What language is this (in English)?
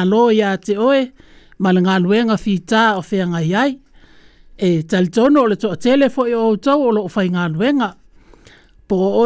Samoan